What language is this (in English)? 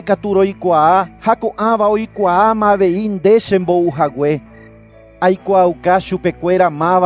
Guarani